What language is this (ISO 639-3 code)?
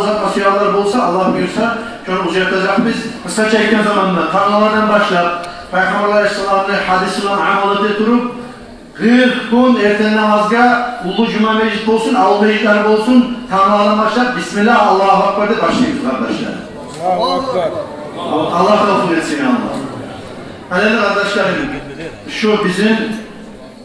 kum